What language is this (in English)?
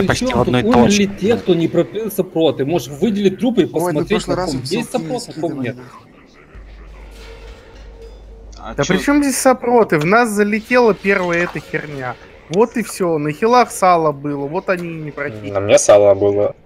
Russian